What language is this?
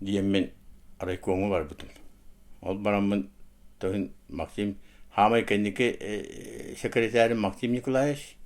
Yakut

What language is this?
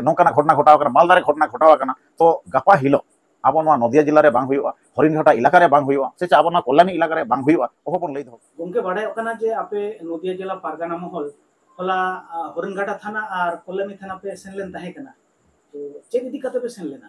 Santali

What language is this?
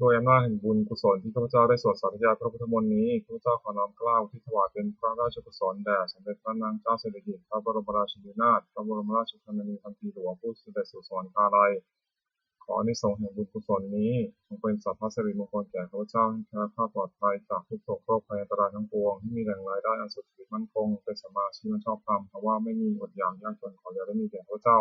Pali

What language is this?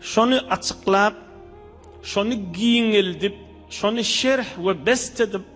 Turkmen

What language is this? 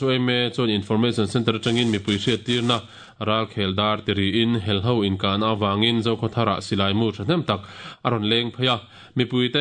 Mizo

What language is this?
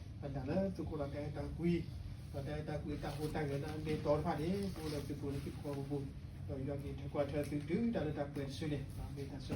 S'gaw Karen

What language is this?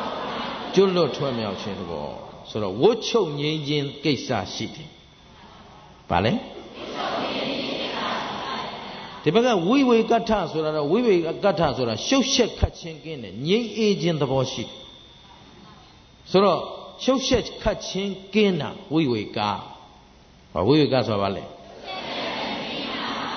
Burmese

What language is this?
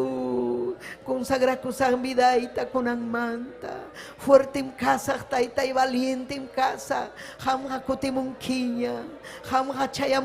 Ayacucho Quechua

